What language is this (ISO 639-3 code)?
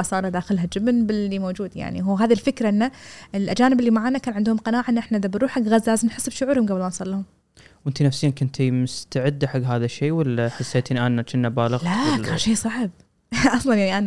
afb